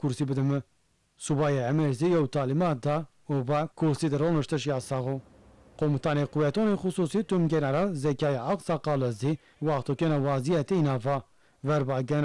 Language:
Zaza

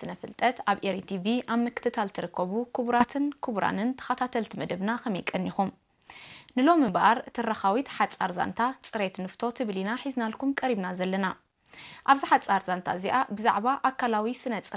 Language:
Tigrinya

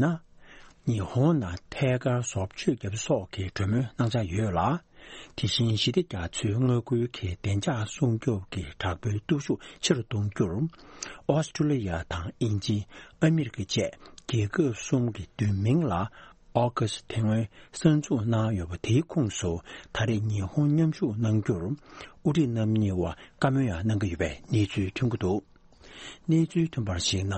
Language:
Tibetan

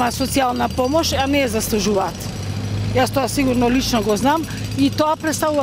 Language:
Macedonian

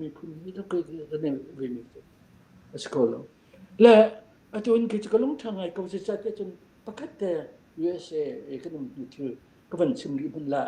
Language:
Falam Chin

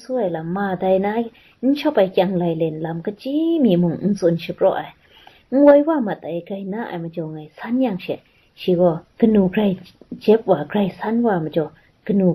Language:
Kachin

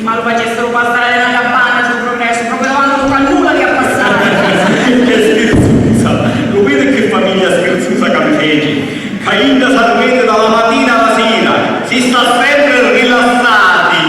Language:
Sicilian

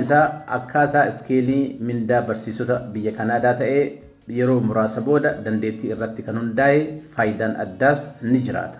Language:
Oromo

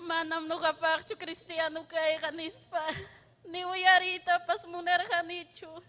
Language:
Ayacucho Quechua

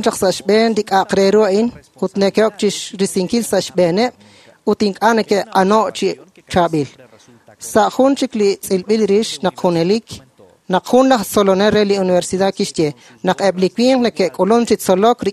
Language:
Kekchí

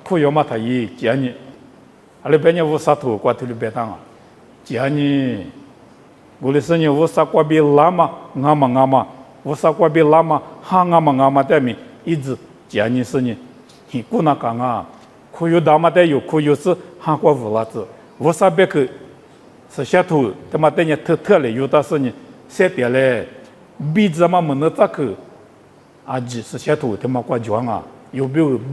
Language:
Lisu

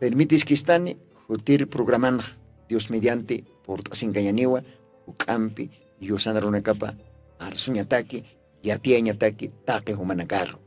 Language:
Aymara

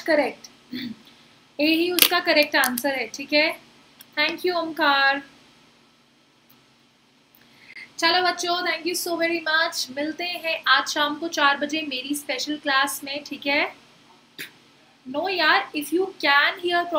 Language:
Hindi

